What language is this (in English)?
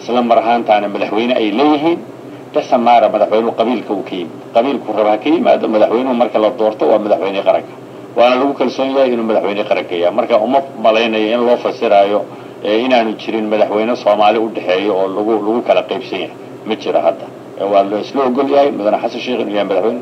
Somali